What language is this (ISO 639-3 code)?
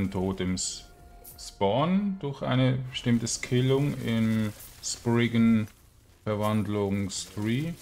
deu